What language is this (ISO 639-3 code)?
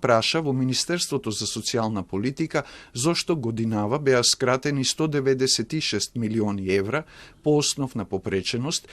mkd